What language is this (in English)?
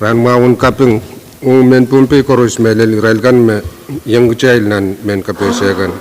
Pohnpeian